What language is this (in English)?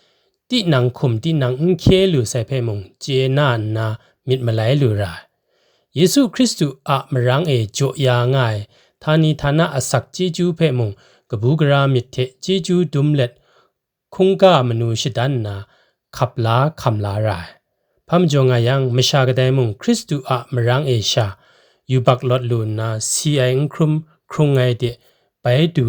Kachin